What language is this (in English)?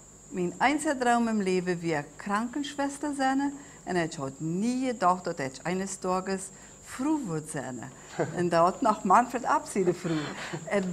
Plautdietsch